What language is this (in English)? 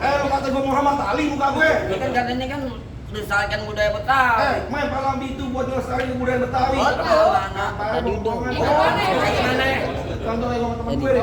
Betawi